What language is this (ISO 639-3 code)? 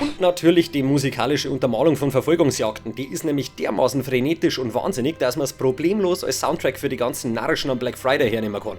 bar